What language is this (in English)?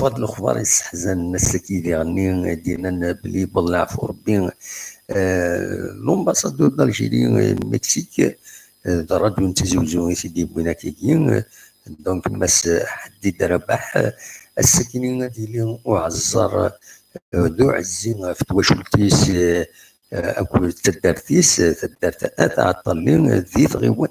Kabyle